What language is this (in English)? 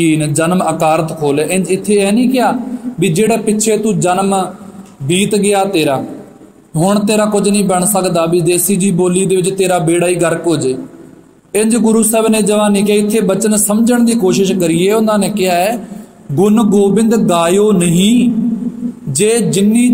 Punjabi